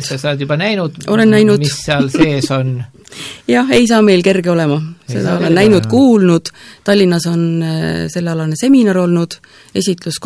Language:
Estonian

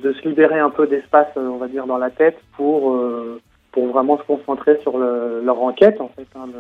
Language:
French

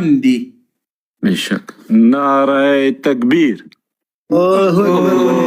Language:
Pashto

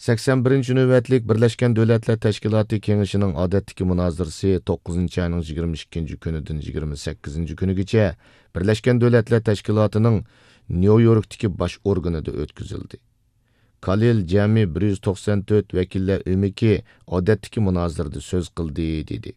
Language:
Uyghur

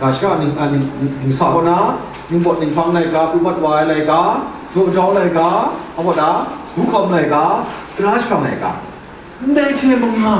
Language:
Kachin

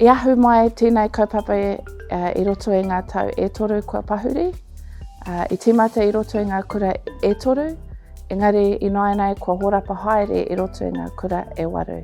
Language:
Māori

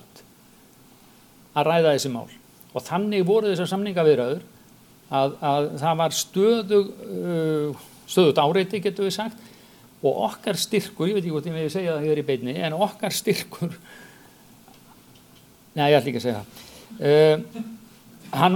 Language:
Icelandic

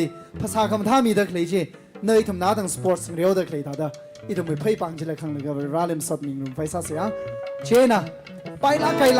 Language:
Tangkhul Naga (India)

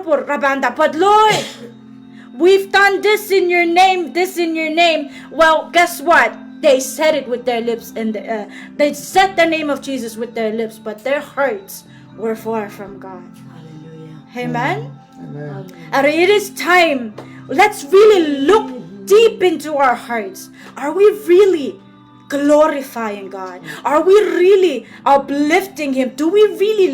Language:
Pohnpeian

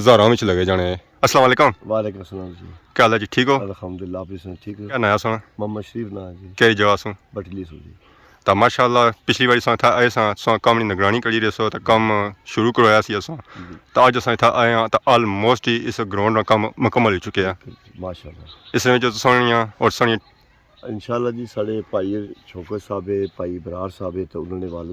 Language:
Pahari-Potwari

